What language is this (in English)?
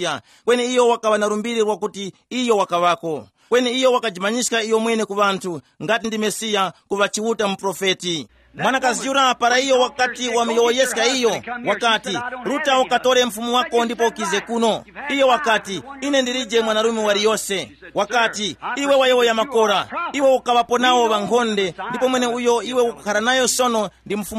Tumbuka